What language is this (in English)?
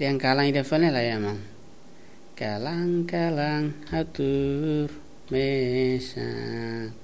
Tetum